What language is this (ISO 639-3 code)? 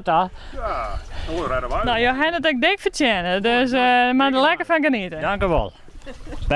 fry